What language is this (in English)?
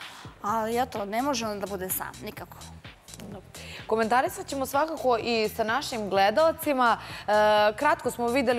Serbian